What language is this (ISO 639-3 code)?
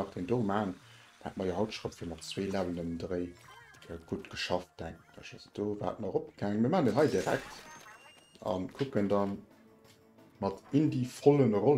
ltz